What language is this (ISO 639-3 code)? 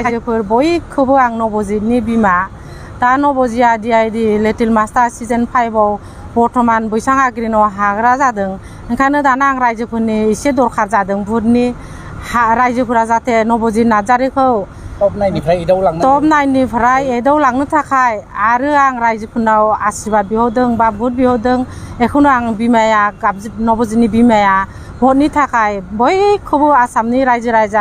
brx